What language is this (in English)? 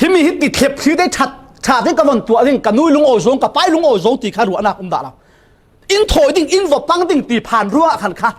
Falam Chin